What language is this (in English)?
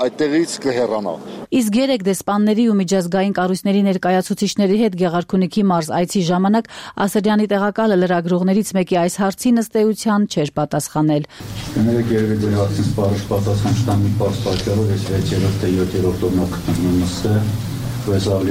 Armenian